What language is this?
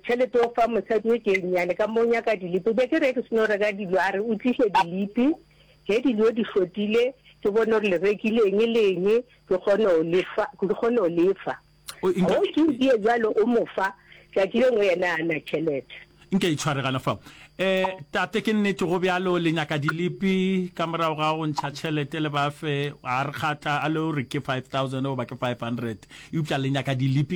Northern Sotho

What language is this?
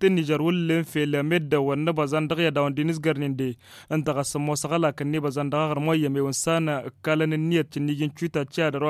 Tamasheq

